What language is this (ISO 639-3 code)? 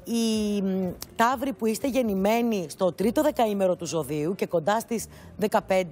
ell